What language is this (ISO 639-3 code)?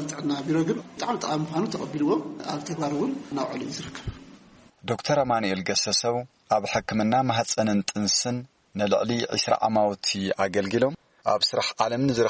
tir